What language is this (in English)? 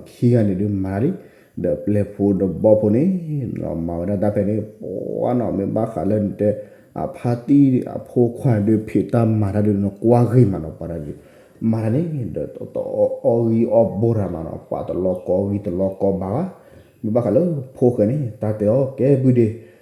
S'gaw Karen